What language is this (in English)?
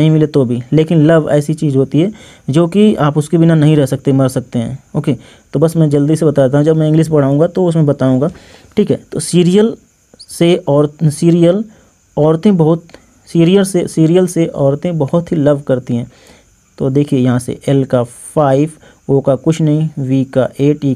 Hindi